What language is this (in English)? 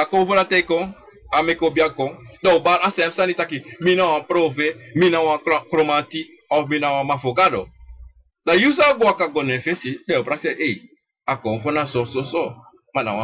Sranan Tongo